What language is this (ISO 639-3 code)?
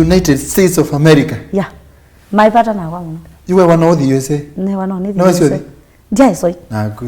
kam